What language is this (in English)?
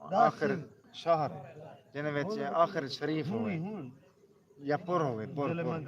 Saraiki